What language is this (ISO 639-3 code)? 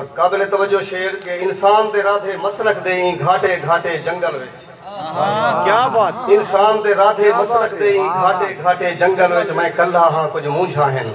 skr